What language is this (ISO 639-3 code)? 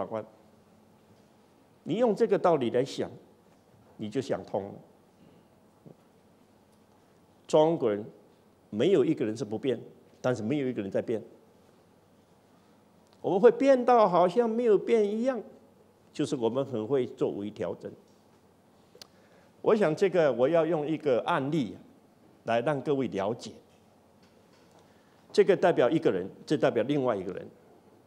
zho